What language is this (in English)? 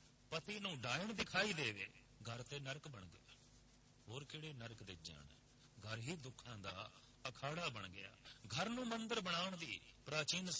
Punjabi